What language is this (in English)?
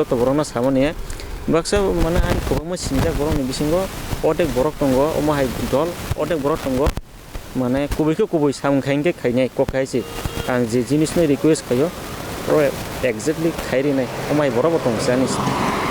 Kok Borok